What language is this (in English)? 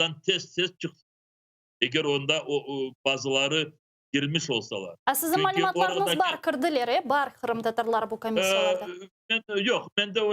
Crimean Tatar